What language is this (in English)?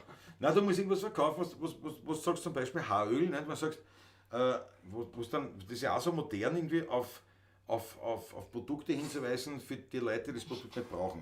Bavarian